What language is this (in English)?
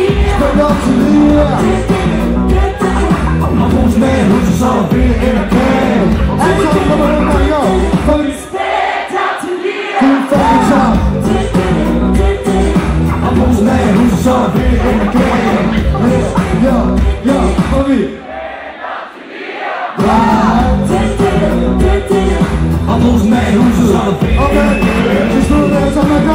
Danish